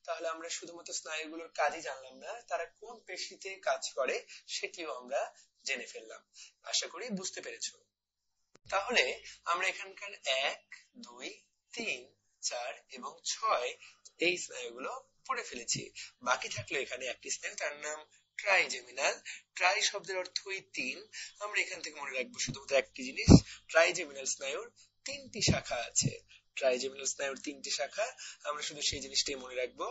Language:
Bangla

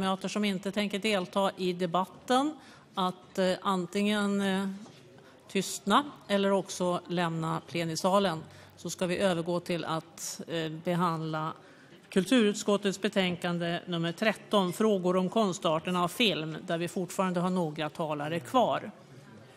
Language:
Swedish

